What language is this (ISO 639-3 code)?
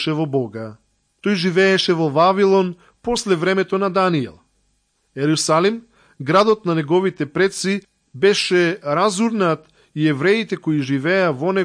mkd